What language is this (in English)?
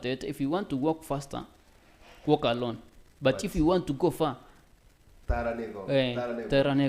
Gusii